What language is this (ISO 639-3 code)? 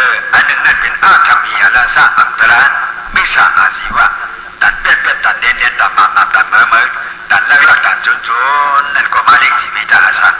shn